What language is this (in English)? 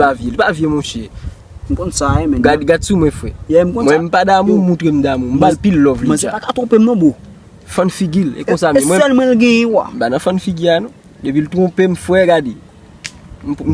Haitian Creole